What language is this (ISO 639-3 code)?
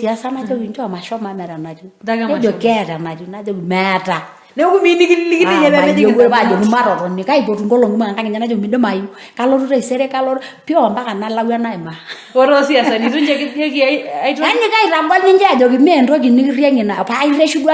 mas